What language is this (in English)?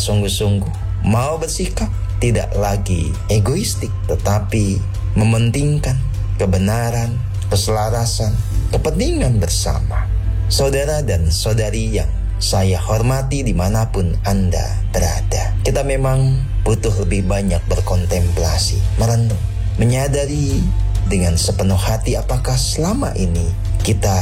Indonesian